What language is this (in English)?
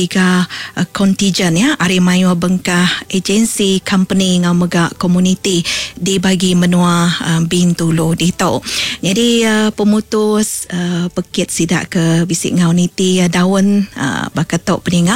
Iban